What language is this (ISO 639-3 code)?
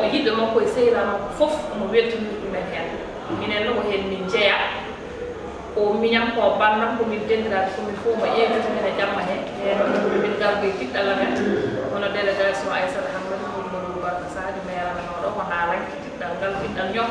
ful